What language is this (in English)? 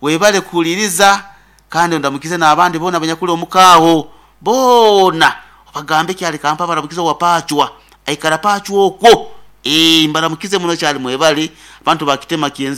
Nyoro